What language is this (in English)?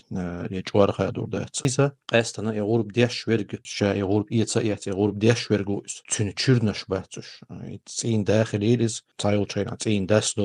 Chechen